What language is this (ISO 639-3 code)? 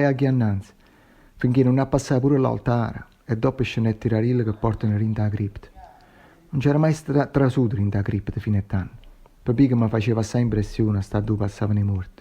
nap